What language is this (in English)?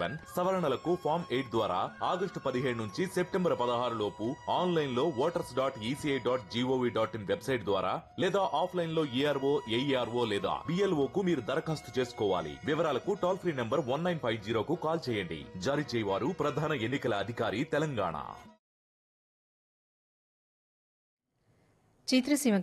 Telugu